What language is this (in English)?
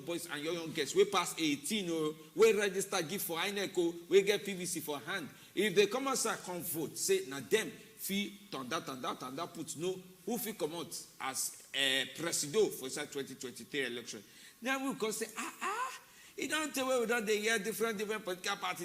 Nigerian Pidgin